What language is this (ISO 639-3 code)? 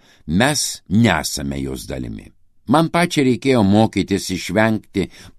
lit